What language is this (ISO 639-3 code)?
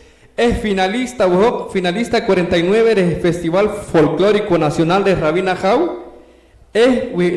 poh